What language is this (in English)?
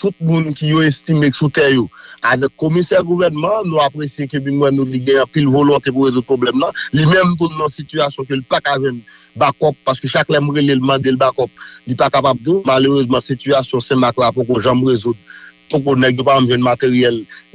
Haitian Creole